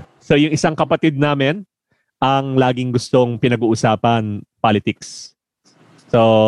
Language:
Filipino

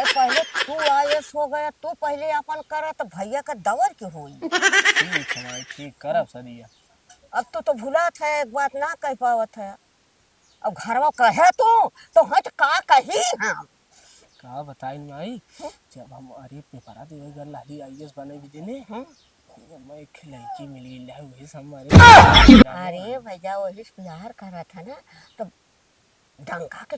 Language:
Awadhi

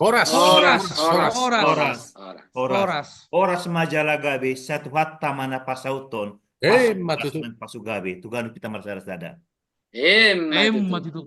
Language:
Batak Toba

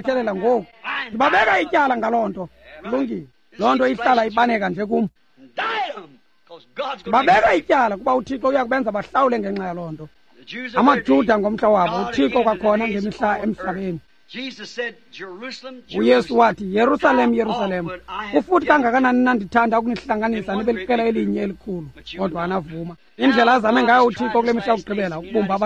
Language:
Xhosa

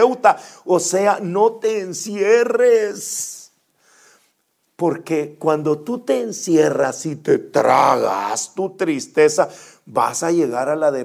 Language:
Spanish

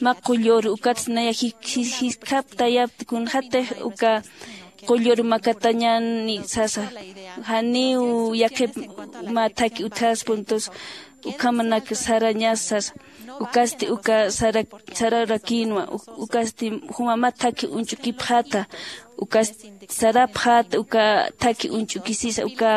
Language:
Aymara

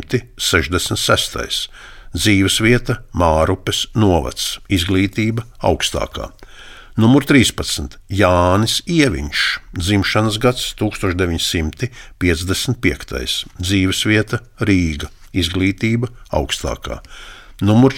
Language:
Latvian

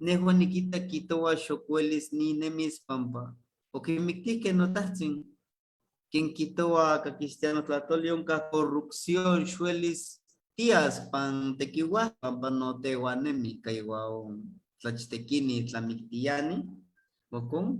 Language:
Eastern Huasteca Nahuatl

